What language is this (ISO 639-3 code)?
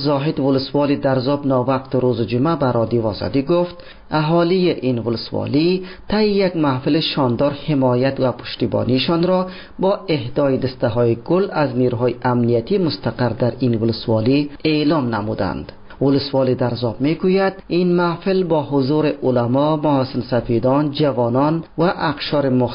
fas